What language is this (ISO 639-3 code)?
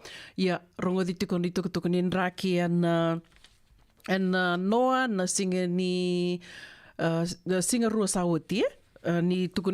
fij